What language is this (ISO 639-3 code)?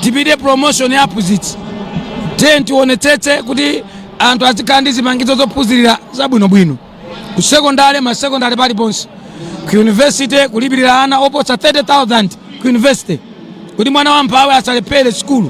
nya